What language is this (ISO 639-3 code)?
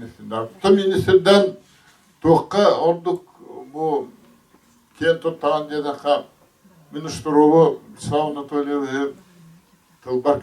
sah